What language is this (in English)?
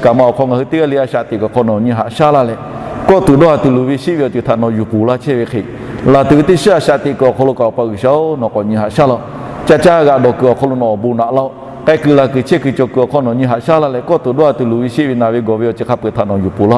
Lahu